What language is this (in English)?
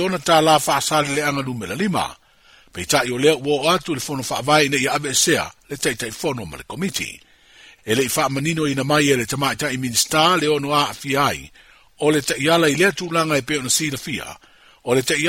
Samoan